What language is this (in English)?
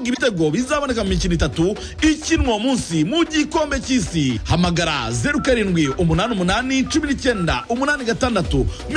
Kinyarwanda